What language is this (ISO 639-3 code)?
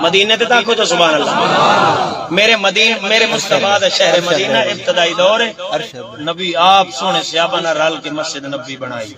skr